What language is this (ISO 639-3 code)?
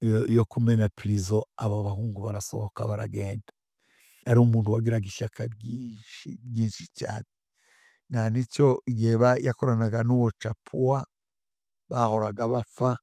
kin